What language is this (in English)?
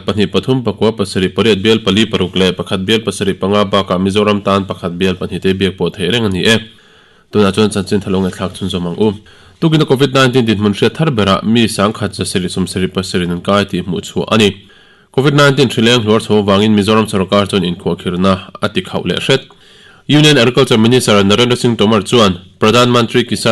Mizo